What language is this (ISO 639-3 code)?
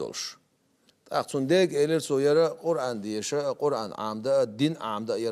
che